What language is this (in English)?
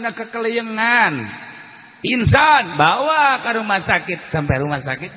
Sundanese